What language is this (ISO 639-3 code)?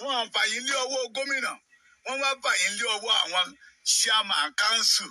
yor